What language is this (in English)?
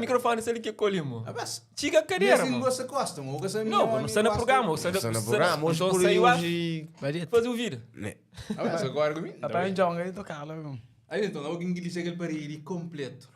Kabuverdianu